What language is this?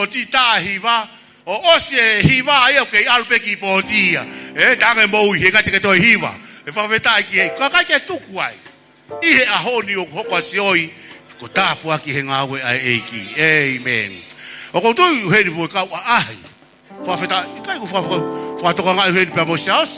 Tongan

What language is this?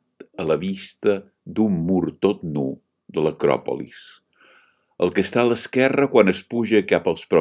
Catalan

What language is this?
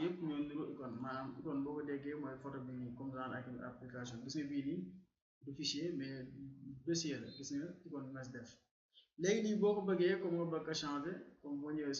Wolof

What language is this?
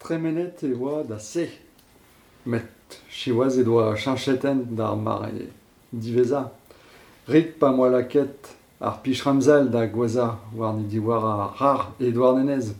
Breton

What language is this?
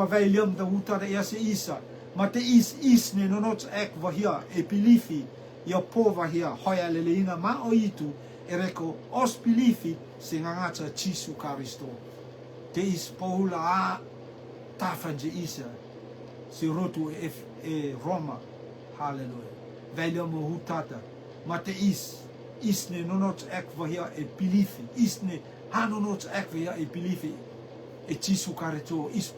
Rotuman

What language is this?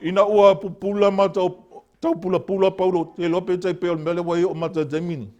Samoan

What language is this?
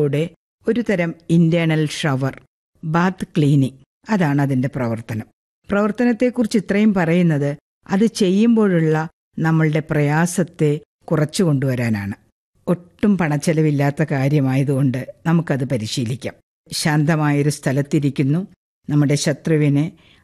Malayalam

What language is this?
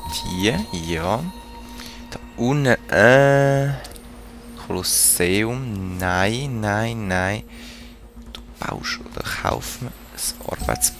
Swiss German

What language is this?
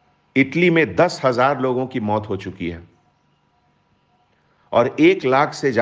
Hindi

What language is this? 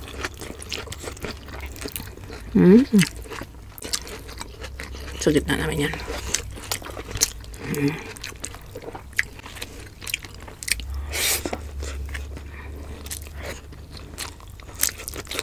Filipino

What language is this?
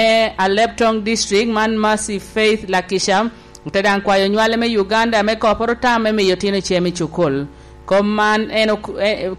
Lango (Uganda)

